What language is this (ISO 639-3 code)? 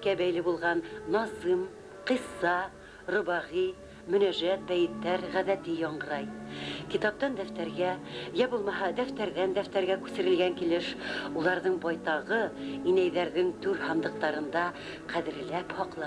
bak